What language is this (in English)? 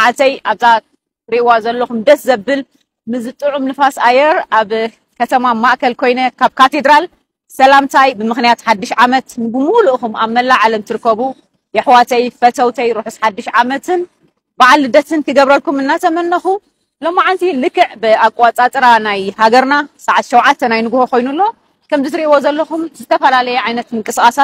Tigrinya